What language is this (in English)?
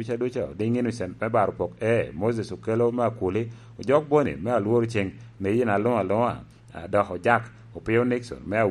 Lango (Uganda)